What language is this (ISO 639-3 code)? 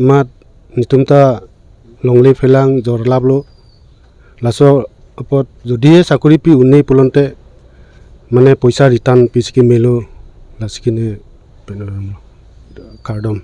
mjw